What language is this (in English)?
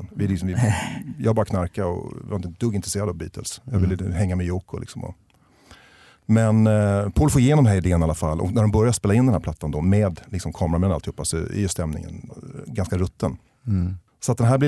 Swedish